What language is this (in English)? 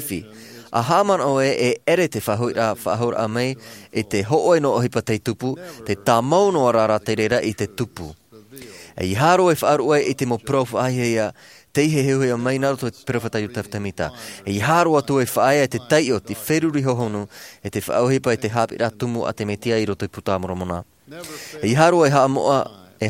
Tahitian